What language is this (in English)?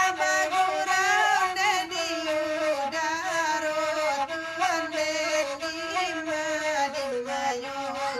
Minangkabau